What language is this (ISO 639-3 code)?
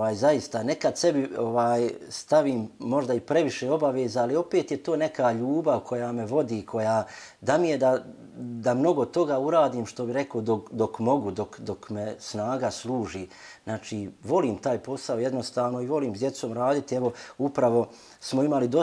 bos